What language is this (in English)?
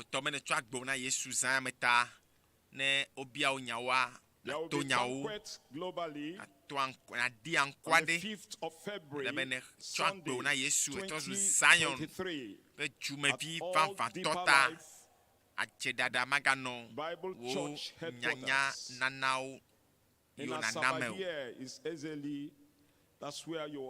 Ewe